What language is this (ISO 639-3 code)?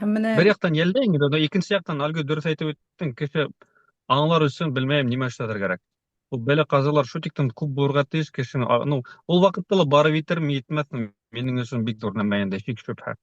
bak